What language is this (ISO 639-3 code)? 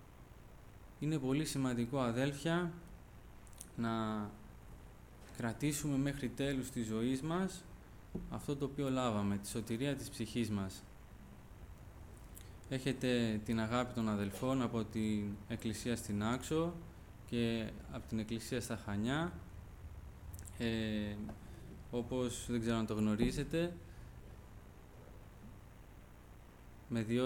ell